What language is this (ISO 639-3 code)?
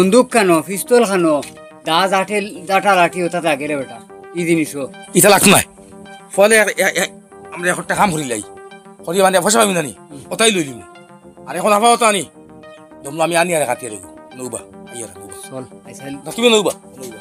syl